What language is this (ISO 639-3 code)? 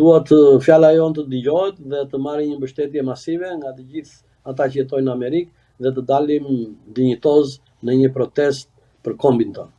sqi